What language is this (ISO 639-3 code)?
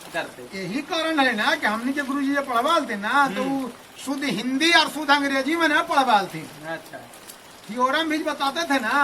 mag